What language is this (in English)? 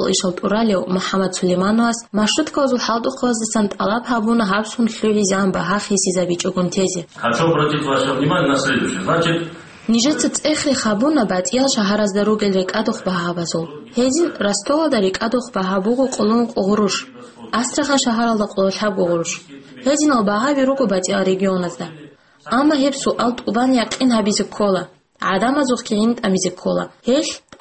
Avaric